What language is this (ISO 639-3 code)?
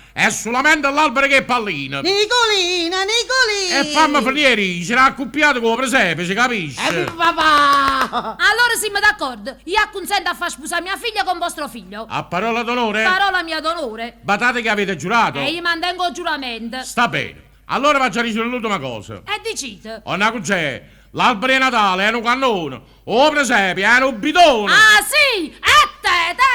nap